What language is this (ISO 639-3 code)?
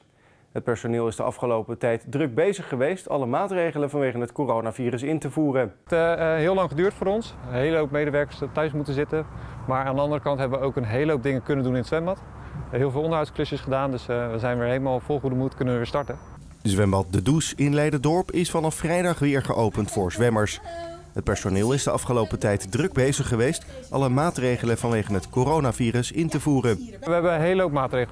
nld